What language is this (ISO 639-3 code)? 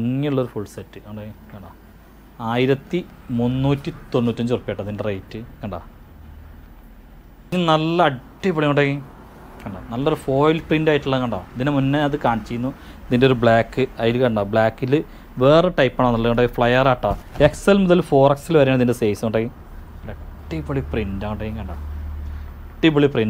mal